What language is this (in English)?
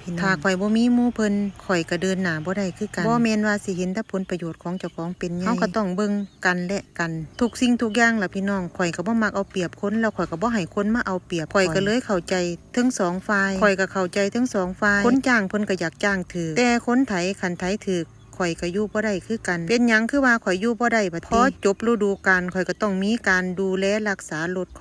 Northeastern Thai